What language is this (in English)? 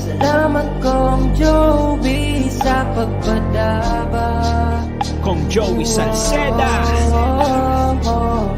Bikol